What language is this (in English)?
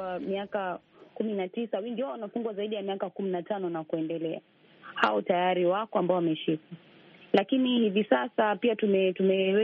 Swahili